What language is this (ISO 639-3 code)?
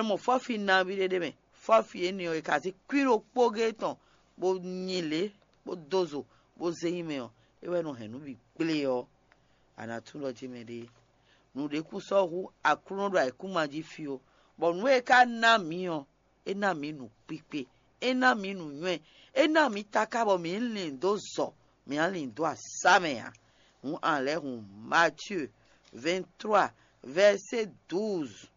fon